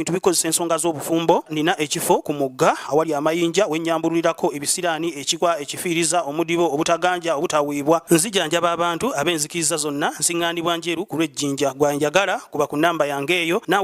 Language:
Ganda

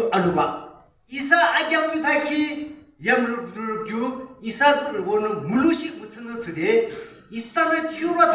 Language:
Yimchungru Naga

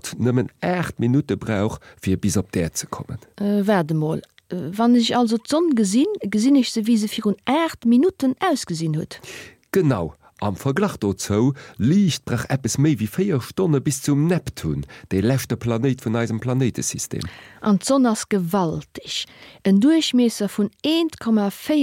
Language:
Luxembourgish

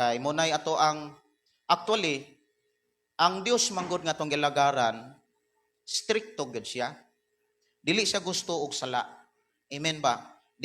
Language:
Cebuano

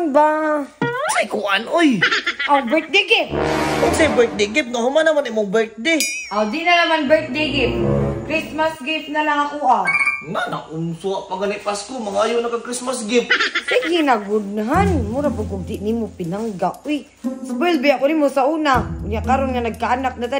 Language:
Cebuano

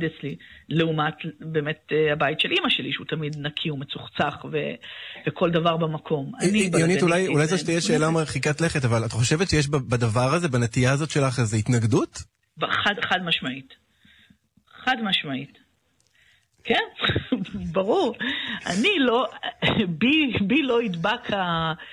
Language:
Hebrew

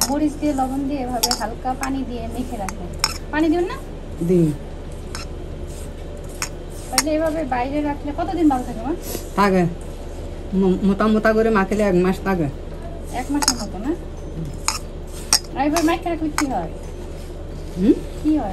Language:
Bangla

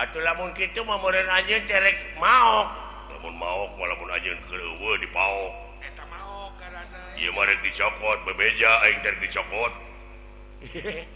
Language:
Sundanese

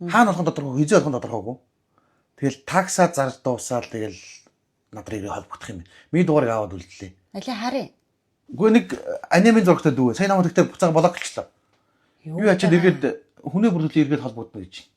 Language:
Mongolian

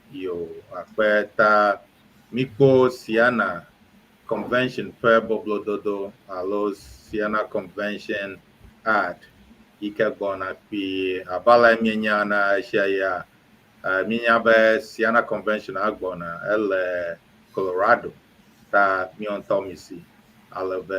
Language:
Ewe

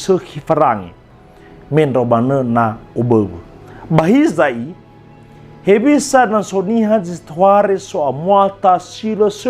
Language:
Nias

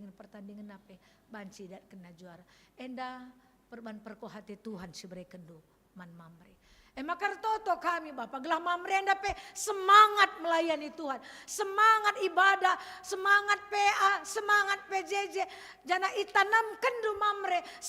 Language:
Batak Karo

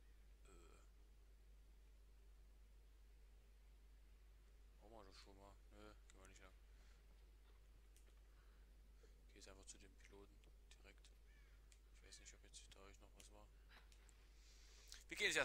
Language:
German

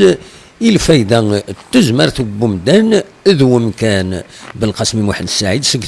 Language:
Kabyle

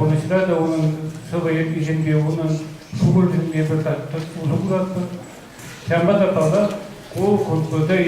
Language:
Chuvash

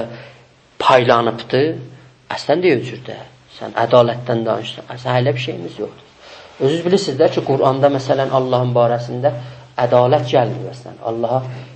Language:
South Azerbaijani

